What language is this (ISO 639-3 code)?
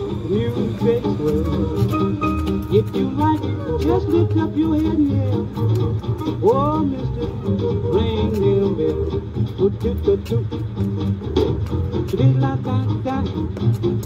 eng